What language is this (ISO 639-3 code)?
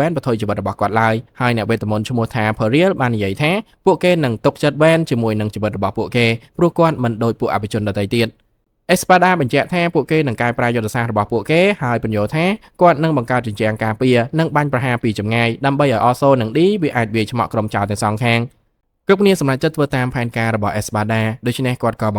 khm